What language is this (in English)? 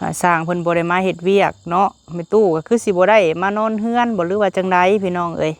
Lao